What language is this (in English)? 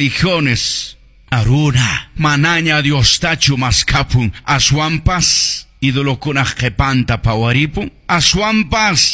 Quechua